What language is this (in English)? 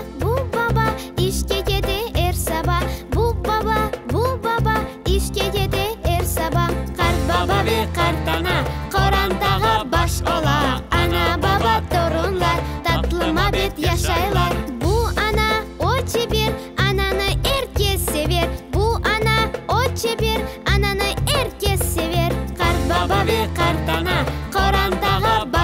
Crimean Tatar